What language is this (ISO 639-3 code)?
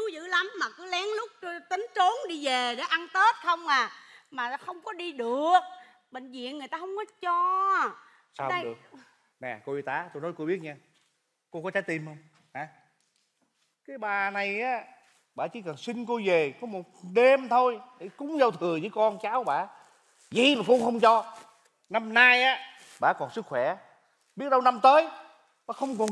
vie